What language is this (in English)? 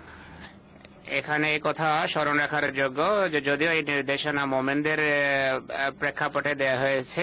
Bangla